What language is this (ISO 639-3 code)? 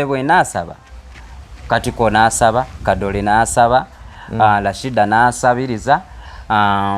lug